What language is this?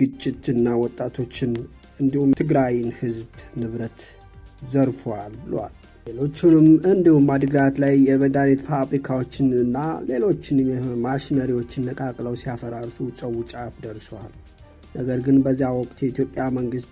Amharic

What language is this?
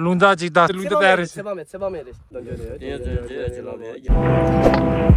Tibetan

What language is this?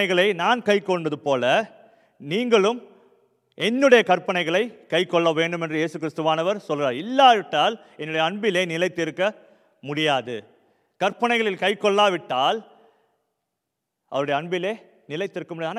Tamil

